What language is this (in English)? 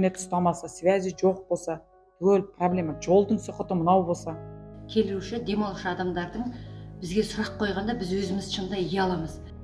Kazakh